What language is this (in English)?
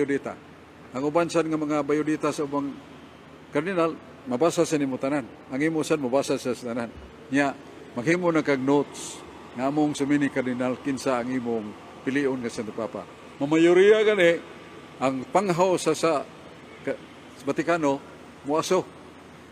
Cebuano